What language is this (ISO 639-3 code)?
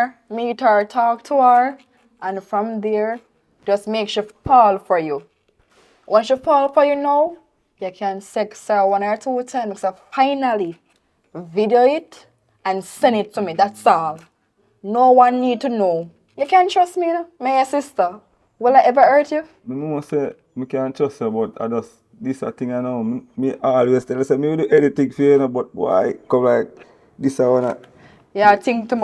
jam